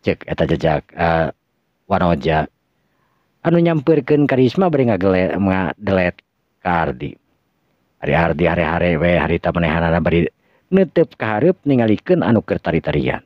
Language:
Sundanese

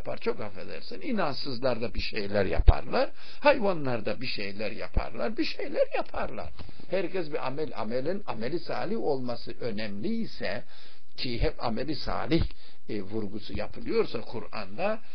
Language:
Turkish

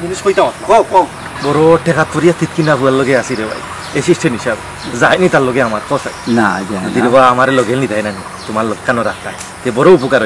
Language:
Sylheti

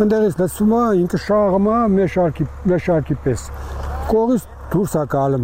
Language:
Armenian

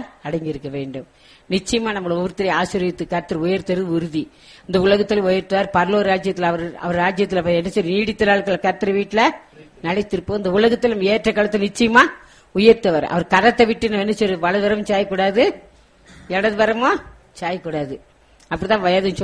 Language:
Tamil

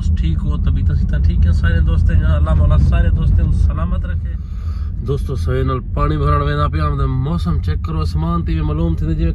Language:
Saraiki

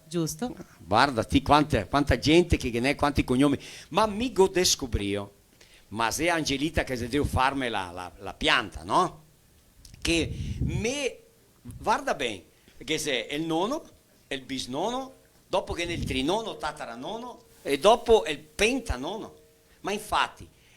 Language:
Venetian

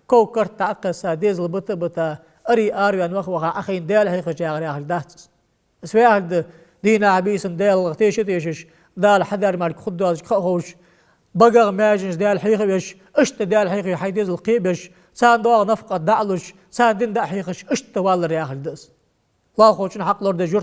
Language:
Ingush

